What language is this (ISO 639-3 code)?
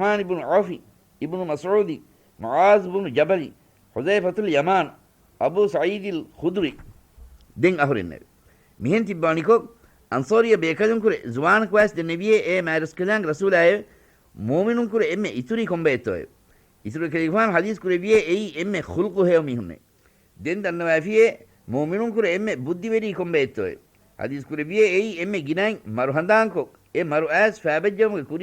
div